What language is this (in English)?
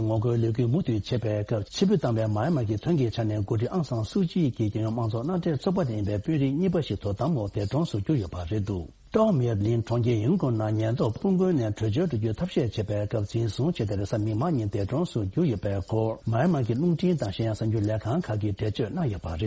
Tibetan